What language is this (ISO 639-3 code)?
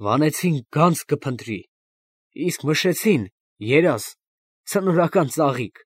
hye